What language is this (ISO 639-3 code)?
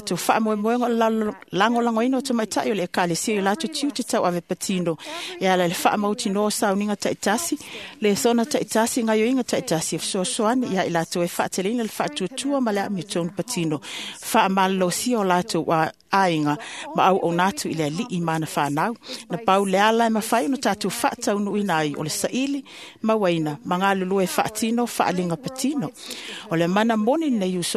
smo